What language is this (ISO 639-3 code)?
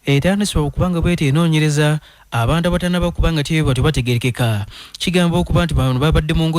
lug